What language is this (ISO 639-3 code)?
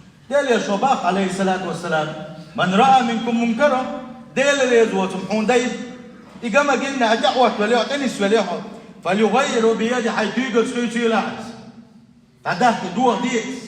che